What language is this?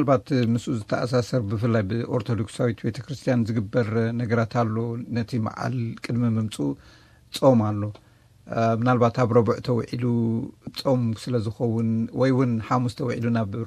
Tigrinya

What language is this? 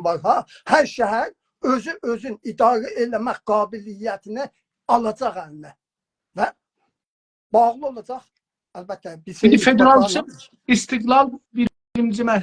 South Azerbaijani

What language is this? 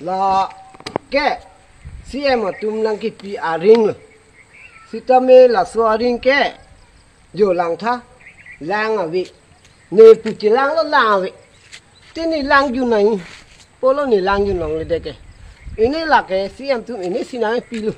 Karbi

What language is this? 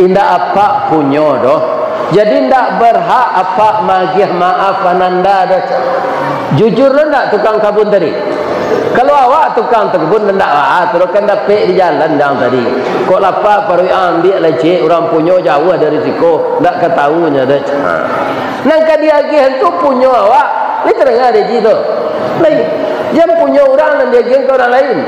Minangkabau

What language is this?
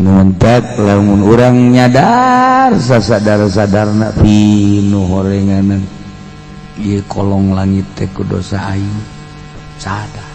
Sundanese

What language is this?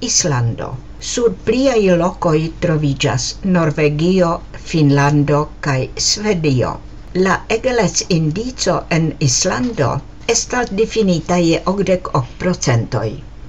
Esperanto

